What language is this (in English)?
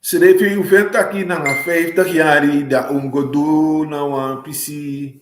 Sranan Tongo